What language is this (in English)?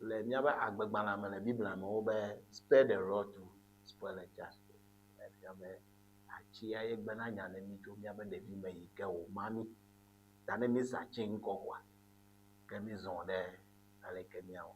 Ewe